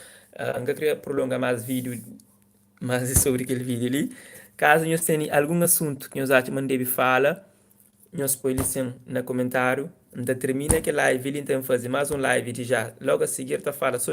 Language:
Kabuverdianu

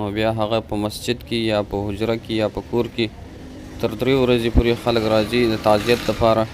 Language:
Pashto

